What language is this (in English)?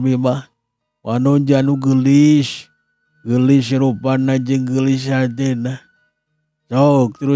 Sundanese